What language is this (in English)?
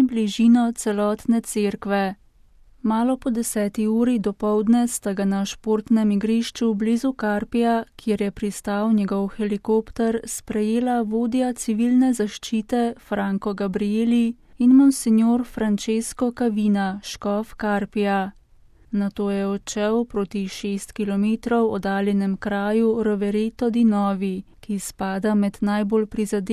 Slovenian